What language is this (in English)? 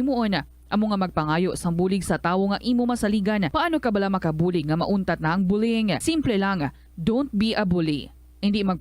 Hiligaynon